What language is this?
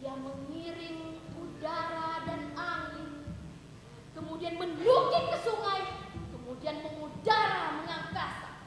Banjar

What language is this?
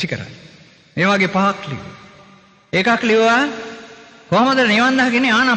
Sinhala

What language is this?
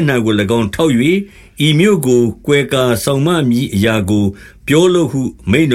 Burmese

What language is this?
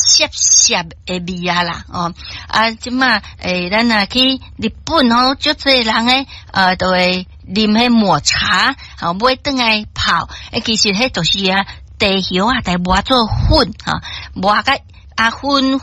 Min Nan Chinese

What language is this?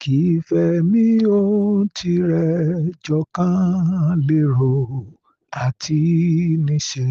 Yoruba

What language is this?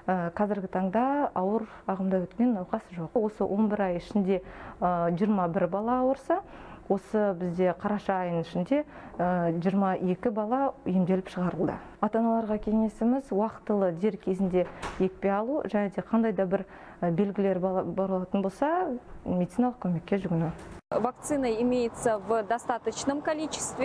Kazakh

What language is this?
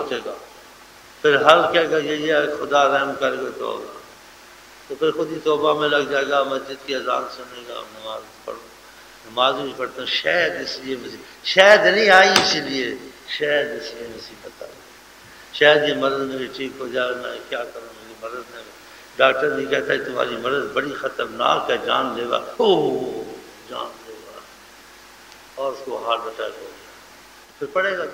Urdu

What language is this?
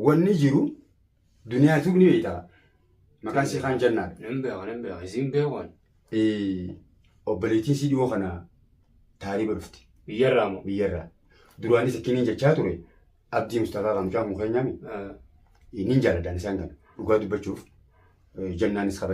Oromo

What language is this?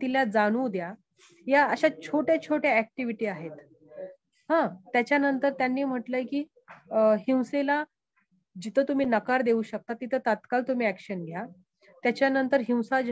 Marathi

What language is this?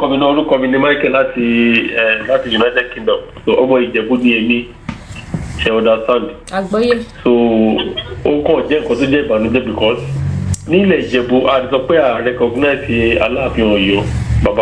Yoruba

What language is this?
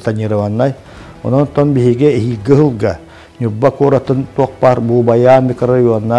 Yakut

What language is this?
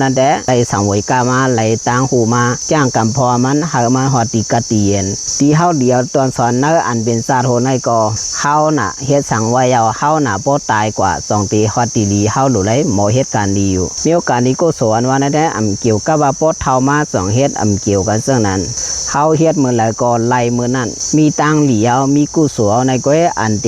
Shan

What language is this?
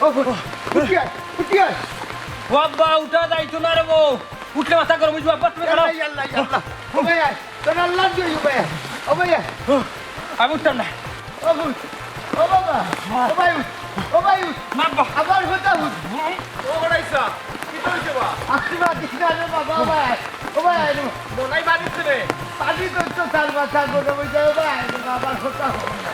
Sylheti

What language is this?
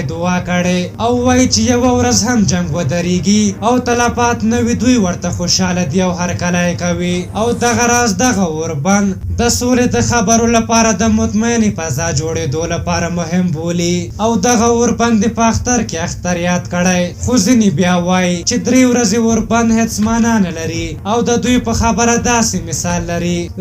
Pashto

